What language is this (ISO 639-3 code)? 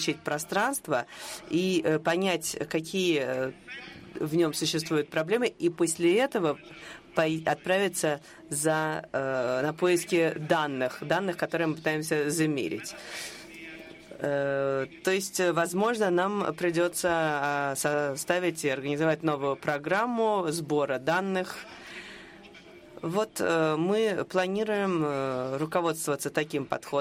rus